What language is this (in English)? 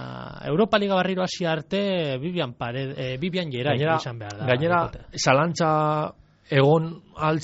Basque